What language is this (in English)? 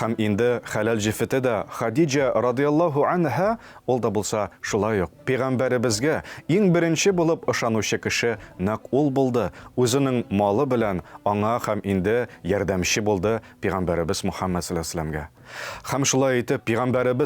Tatar